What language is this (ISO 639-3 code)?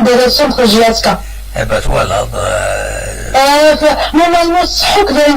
kab